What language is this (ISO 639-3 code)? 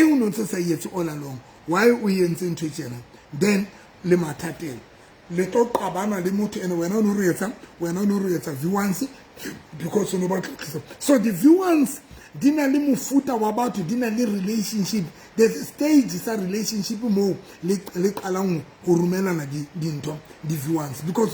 sot